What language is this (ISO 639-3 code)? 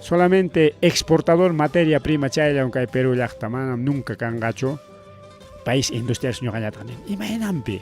quy